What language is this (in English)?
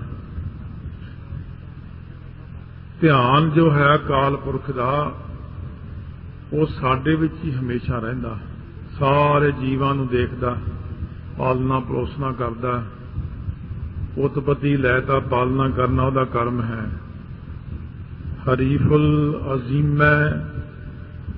Punjabi